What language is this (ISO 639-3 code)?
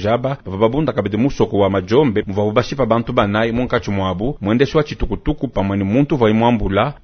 lua